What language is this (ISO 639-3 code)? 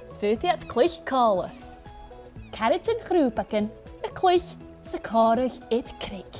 gla